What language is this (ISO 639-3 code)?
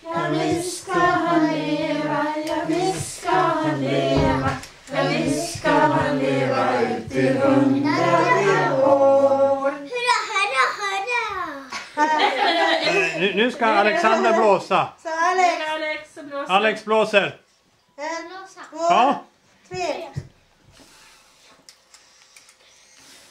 swe